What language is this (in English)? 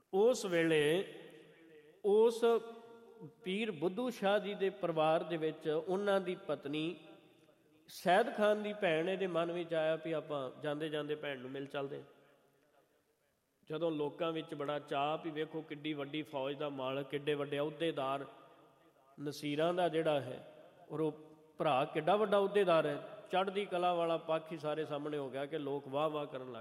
Punjabi